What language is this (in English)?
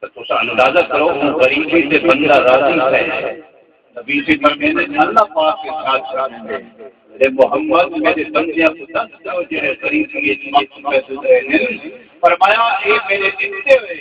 Saraiki